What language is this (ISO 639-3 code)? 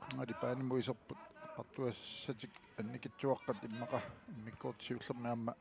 kal